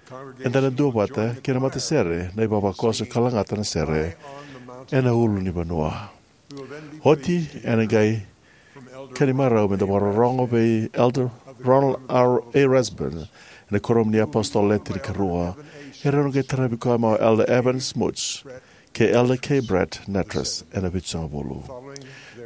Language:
Fijian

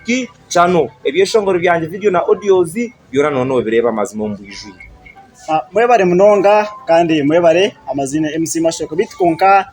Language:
Nyankole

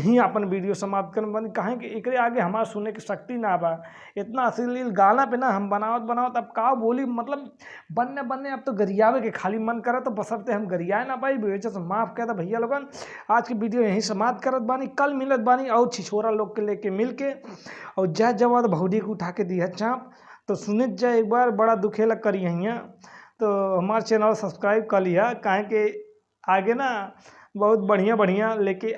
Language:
Bhojpuri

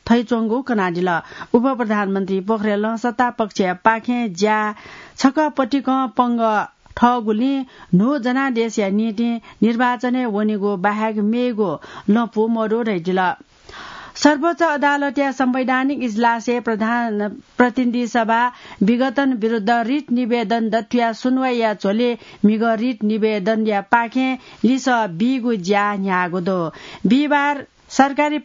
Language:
Newari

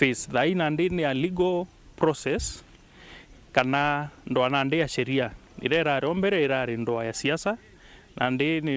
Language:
Meru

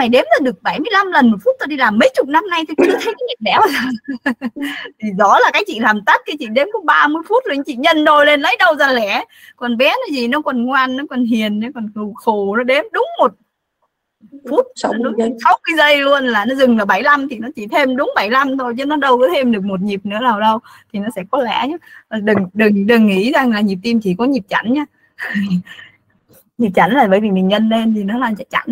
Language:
Vietnamese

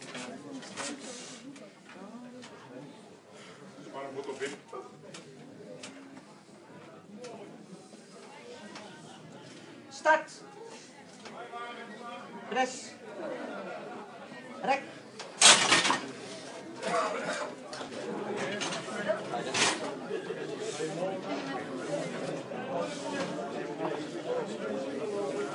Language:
Dutch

